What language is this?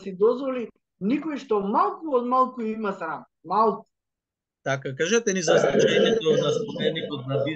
Macedonian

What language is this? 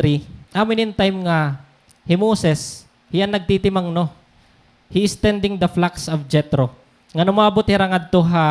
Waray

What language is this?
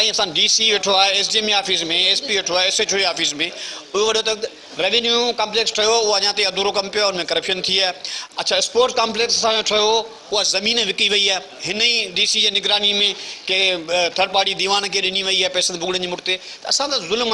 Sindhi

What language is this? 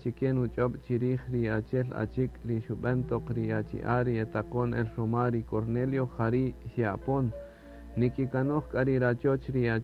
Kaqchikel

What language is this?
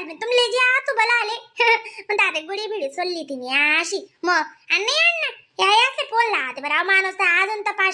Khandesi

